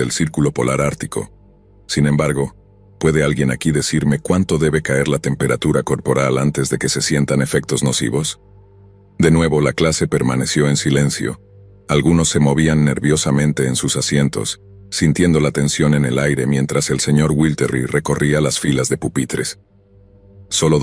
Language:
Spanish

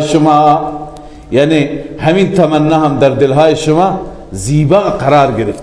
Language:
Persian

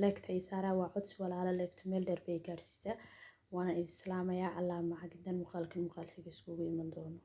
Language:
Somali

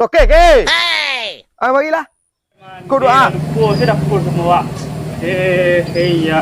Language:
Minangkabau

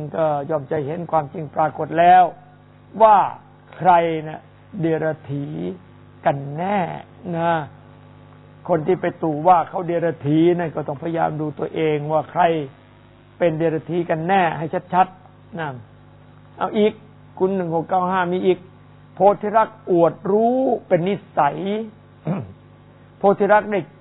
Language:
Thai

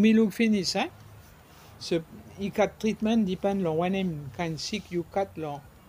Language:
Bislama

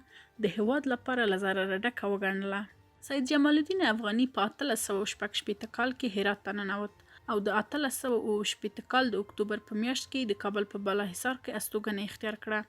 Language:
Pashto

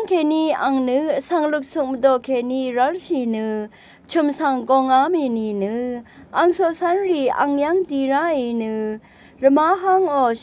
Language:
Rawang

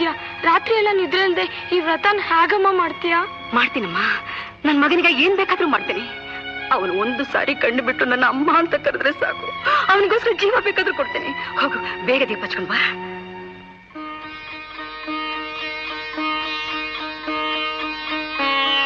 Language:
Kannada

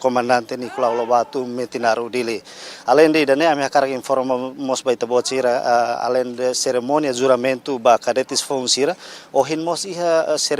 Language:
Tetum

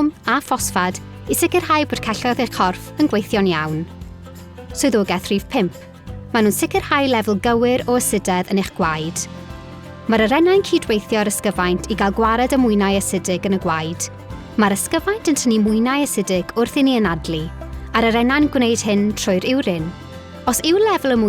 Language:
Welsh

